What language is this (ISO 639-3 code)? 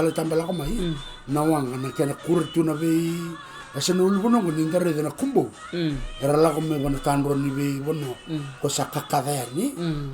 fij